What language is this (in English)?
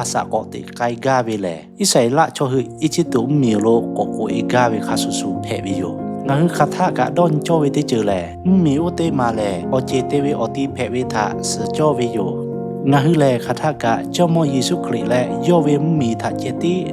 Lahu